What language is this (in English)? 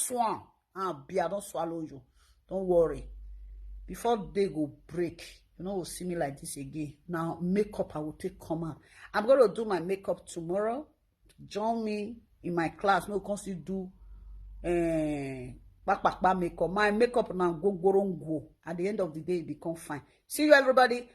Nigerian Pidgin